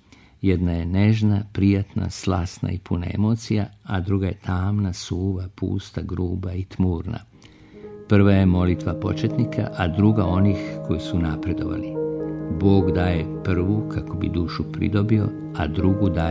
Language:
Serbian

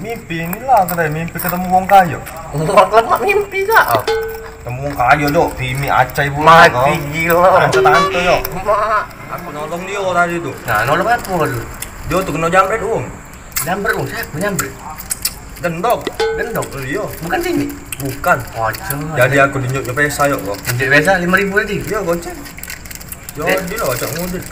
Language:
Musi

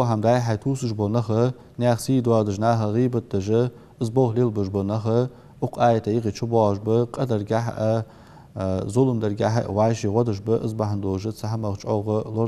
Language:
Ingush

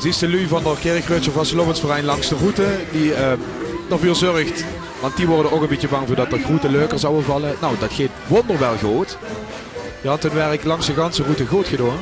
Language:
Limburgish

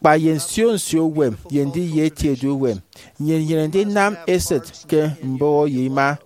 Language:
Efik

